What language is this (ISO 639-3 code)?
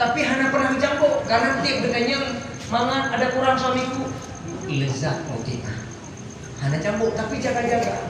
ace